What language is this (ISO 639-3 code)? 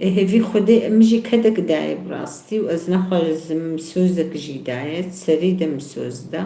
kur